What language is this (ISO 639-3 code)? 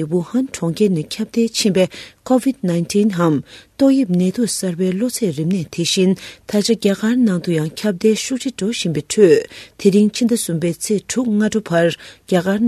bod